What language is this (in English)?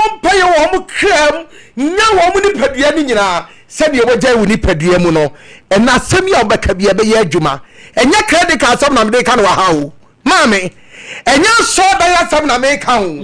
Akan